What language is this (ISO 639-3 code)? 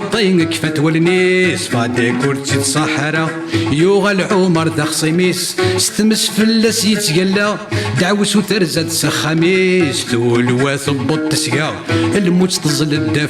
kab